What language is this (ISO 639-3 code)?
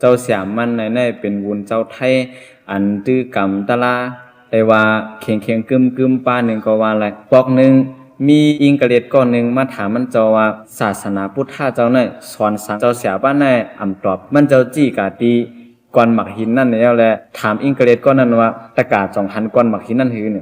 lao